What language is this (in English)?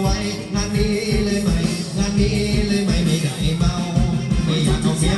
Thai